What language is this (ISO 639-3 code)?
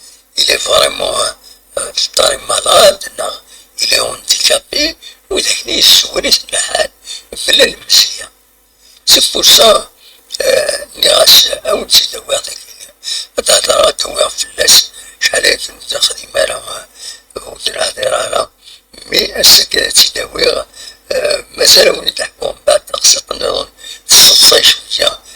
kab